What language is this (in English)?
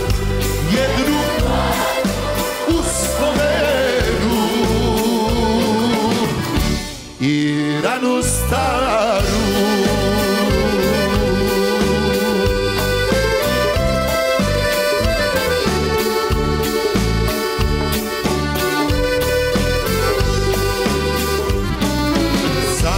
Serbian